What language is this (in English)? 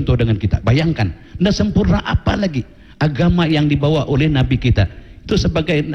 Malay